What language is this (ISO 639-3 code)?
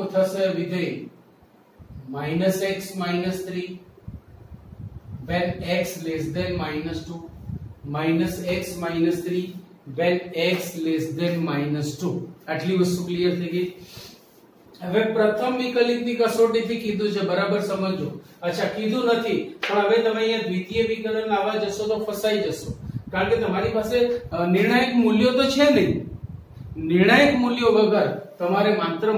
guj